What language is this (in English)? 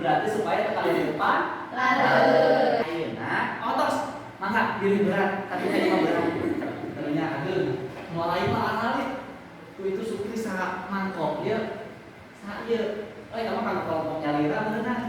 Sundanese